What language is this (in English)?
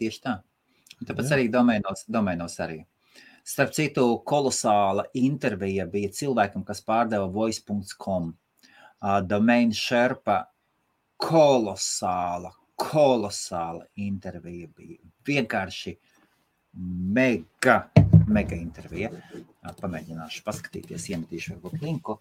Latvian